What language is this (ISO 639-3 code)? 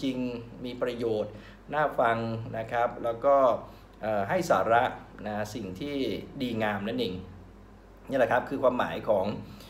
tha